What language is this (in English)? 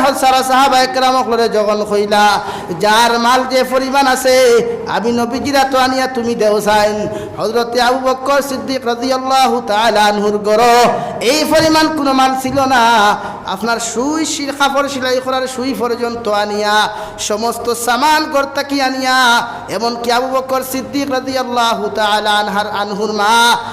Sylheti